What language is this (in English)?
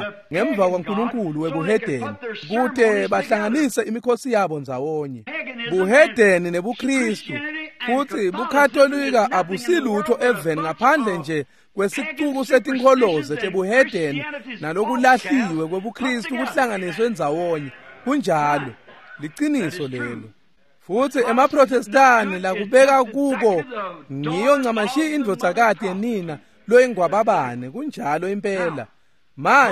Swati